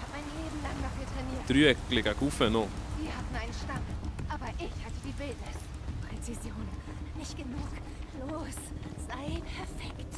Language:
Swiss German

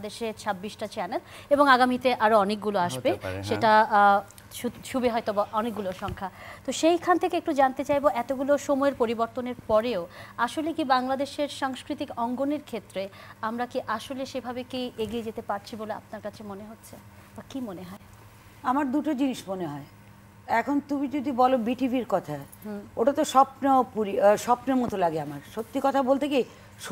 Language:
Bangla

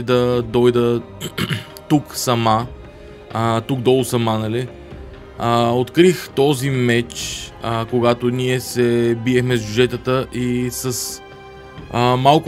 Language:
Bulgarian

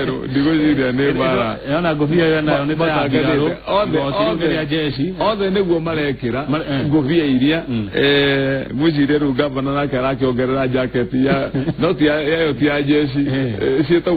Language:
Kikuyu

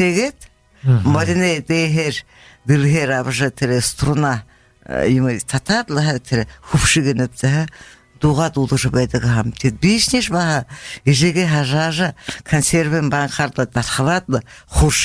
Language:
Buriat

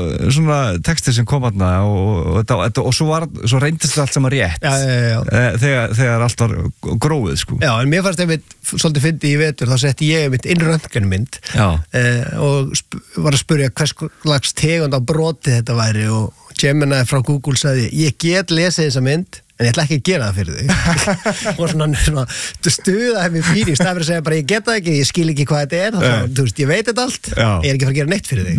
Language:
Icelandic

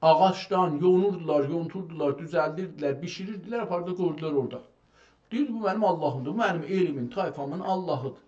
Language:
South Azerbaijani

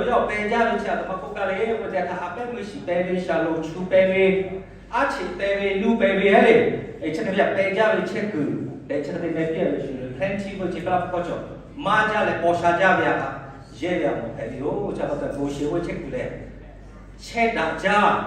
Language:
Lahu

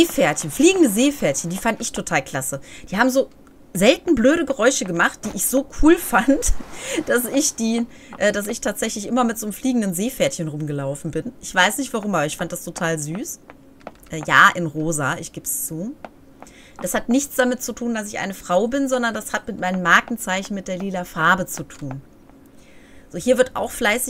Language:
German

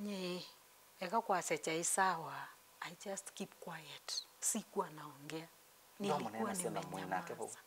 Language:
Kamba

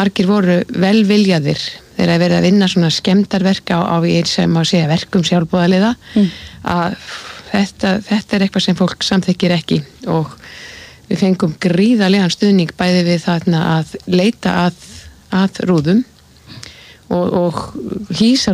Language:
Icelandic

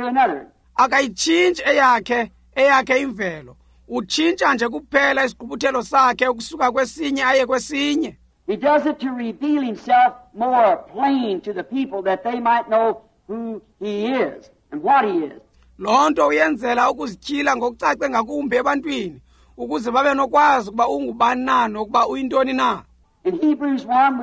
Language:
Xhosa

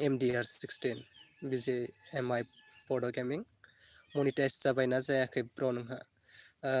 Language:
Bodo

